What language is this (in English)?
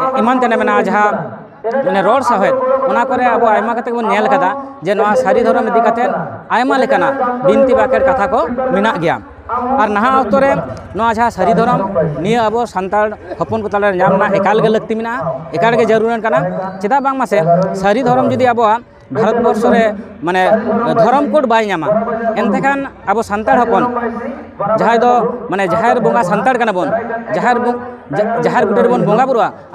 Santali